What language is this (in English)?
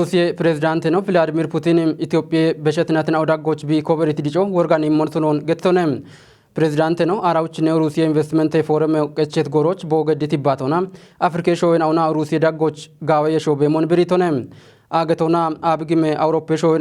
Kafa